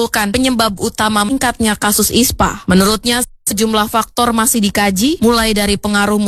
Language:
Indonesian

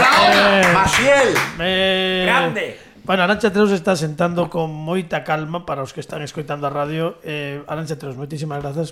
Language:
Galician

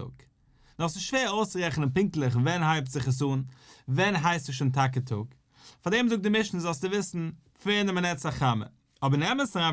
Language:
Yiddish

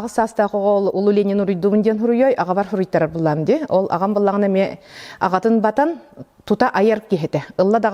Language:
Yakut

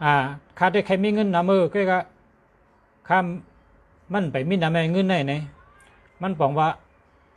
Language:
Shan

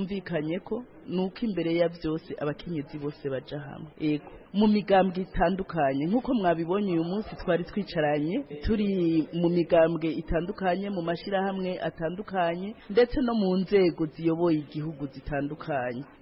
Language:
Kinyarwanda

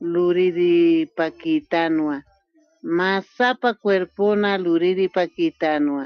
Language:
Aymara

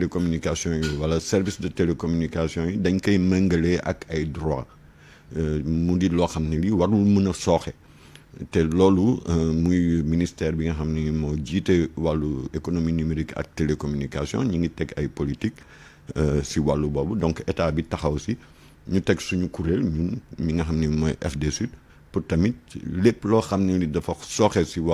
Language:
Wolof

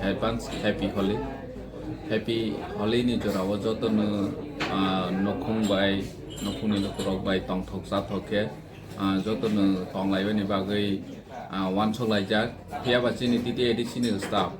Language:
Kok Borok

